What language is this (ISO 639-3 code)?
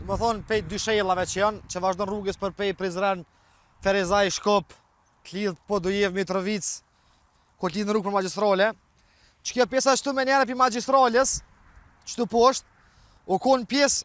sqi